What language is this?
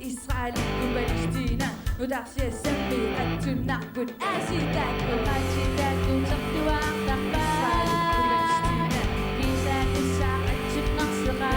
Kalaallisut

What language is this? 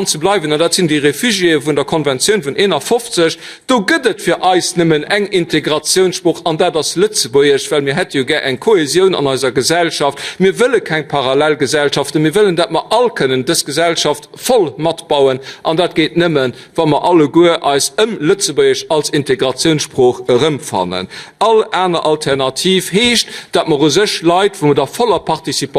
Luxembourgish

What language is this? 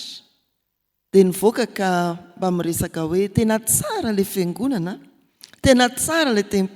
Malagasy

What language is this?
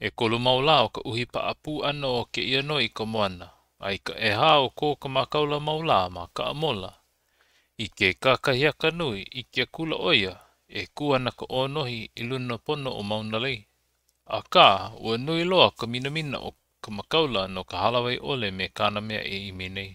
Hawaiian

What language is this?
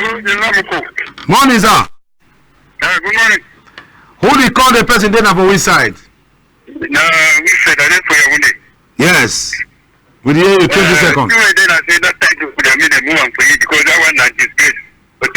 Cameroon Pidgin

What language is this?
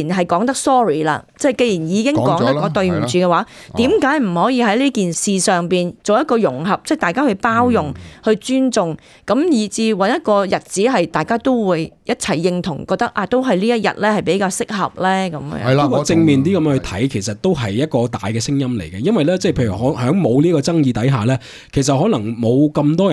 Cantonese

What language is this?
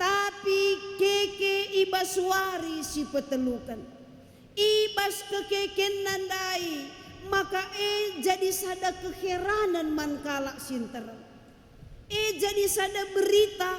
Batak Karo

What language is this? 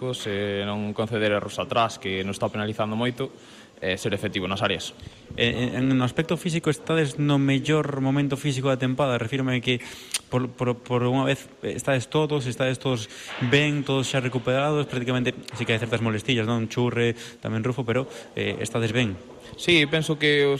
Galician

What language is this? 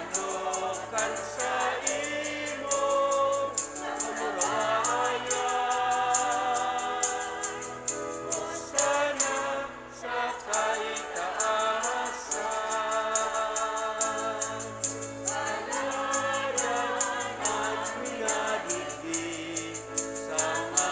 Bikol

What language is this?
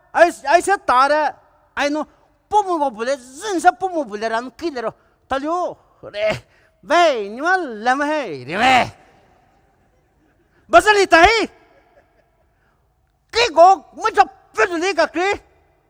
Poumei Naga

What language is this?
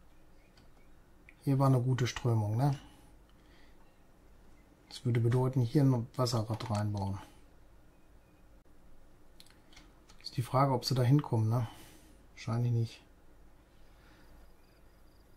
German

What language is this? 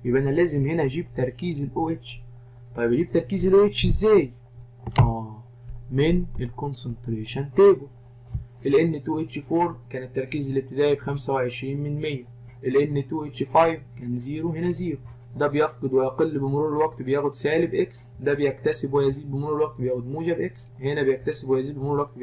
Egyptian Arabic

